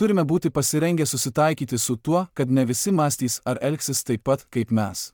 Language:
Lithuanian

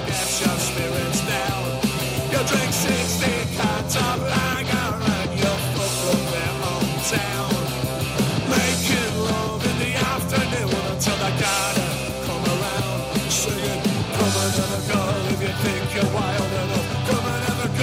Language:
English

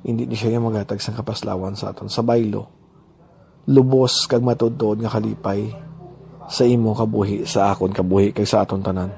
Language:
Hiligaynon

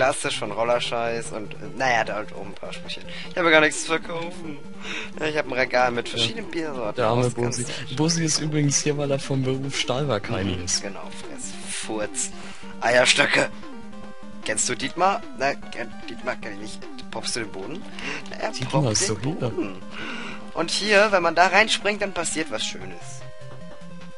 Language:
German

